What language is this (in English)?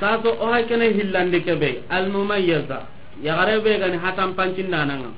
Soninke